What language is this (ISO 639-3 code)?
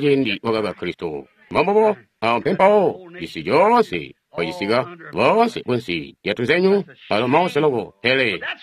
toi